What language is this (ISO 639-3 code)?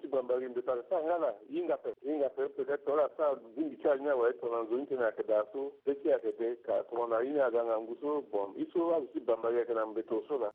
sag